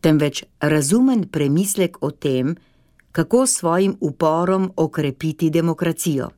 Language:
Slovenian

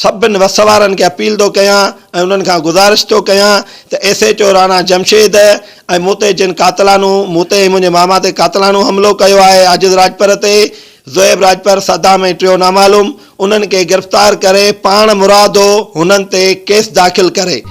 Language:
Sindhi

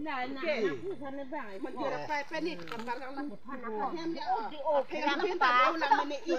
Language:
Karbi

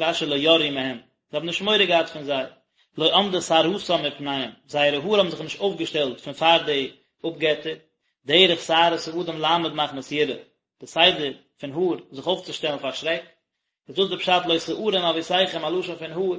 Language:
Yiddish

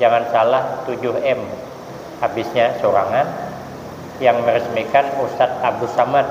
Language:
Banjar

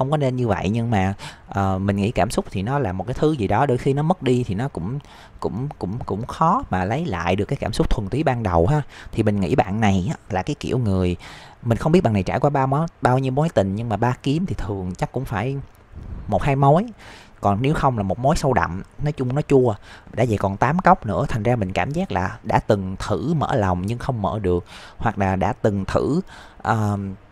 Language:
Vietnamese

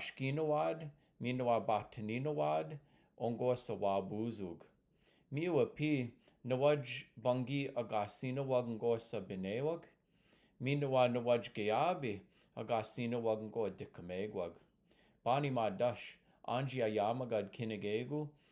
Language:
Chippewa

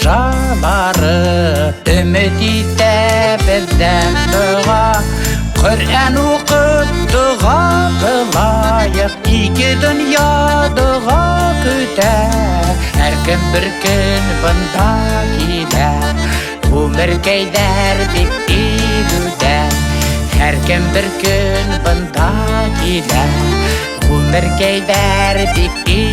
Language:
Bashkir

